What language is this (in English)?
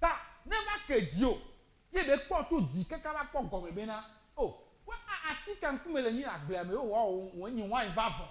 Ewe